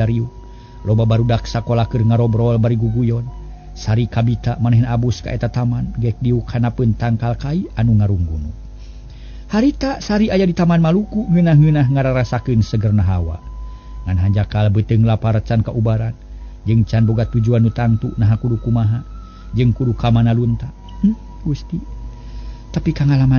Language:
Sundanese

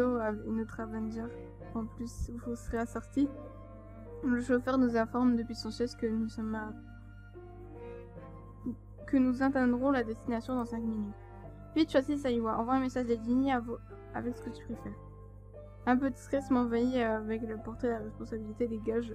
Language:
French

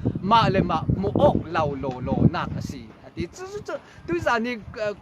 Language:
Falam Chin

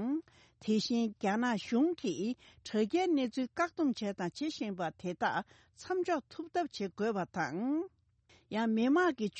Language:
Tibetan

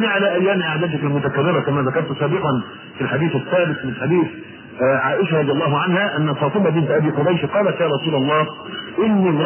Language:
Arabic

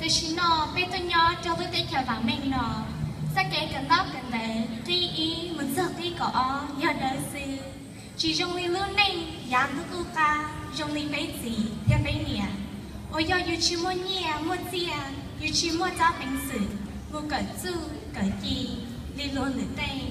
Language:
Hmong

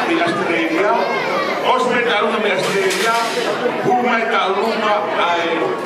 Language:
Tongan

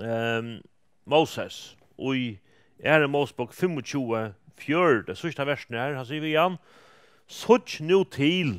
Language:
Faroese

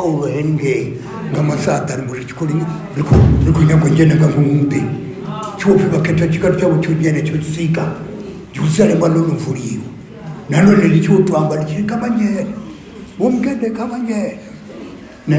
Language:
Venda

